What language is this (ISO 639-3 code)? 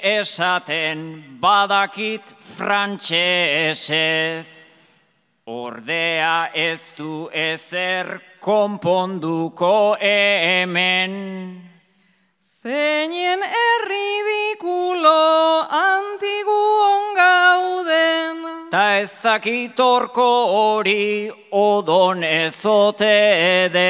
eus